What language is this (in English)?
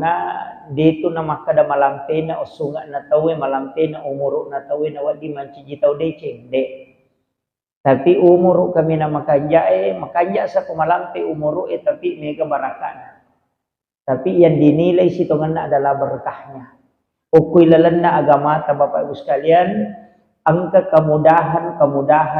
Buginese